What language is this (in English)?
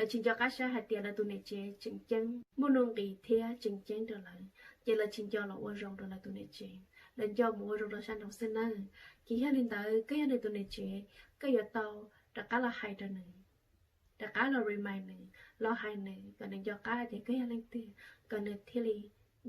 Hmong